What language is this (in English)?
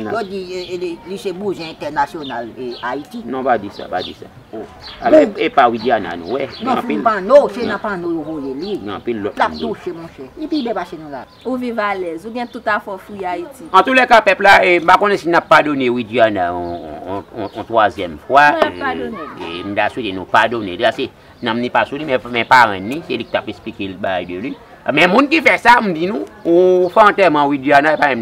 Haitian Creole